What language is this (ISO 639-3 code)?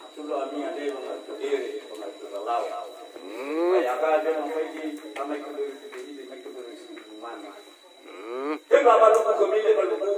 nia